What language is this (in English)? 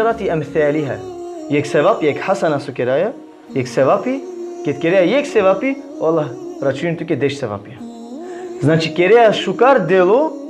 Balkan Romani